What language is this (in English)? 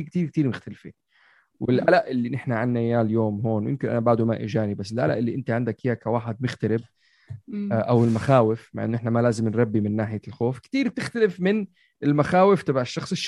North Levantine Arabic